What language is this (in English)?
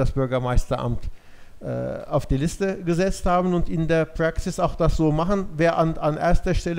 German